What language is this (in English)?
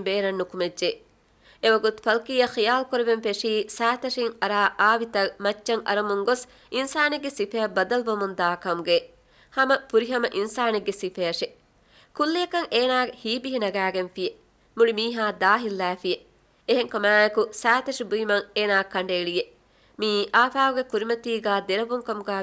Divehi